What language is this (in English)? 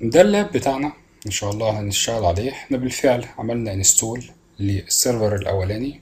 Egyptian Arabic